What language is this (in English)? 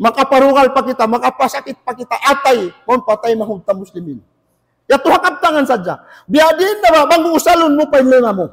Tausug